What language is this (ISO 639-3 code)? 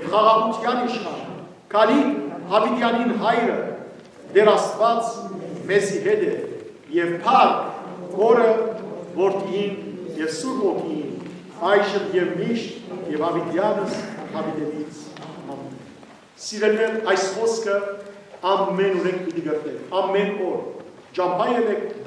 hyw